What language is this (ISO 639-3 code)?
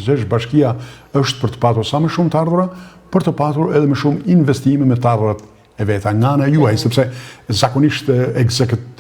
sqi